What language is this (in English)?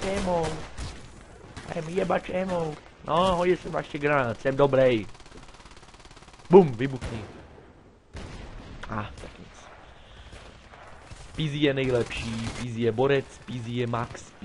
Czech